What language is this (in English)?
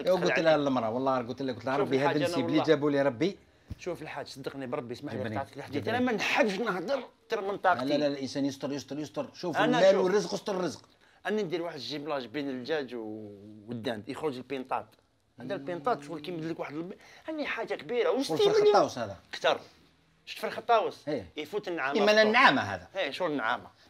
Algerian Arabic